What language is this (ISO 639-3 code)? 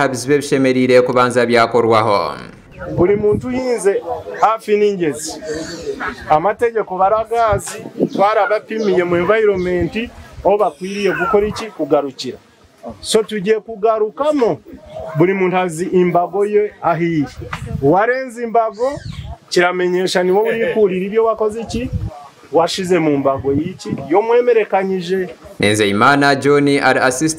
nyn